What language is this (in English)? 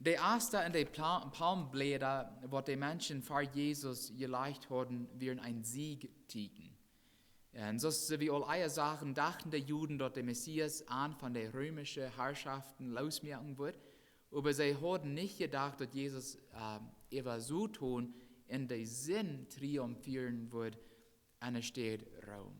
Plautdietsch